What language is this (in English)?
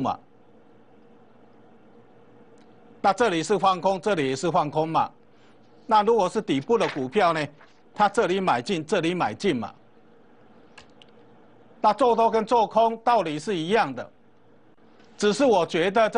Chinese